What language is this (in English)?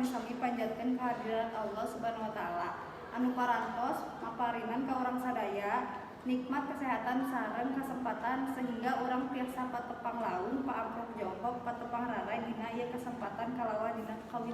Sundanese